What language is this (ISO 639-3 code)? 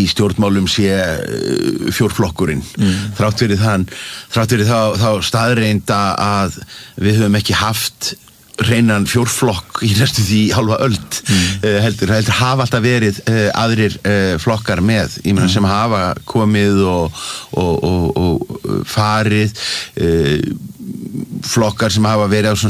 isl